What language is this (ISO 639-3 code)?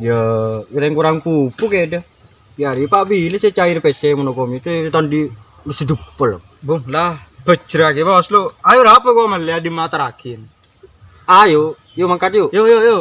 mad